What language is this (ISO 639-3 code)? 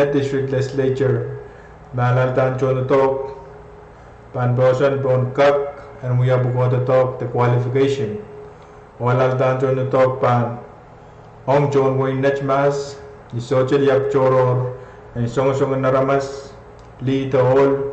pon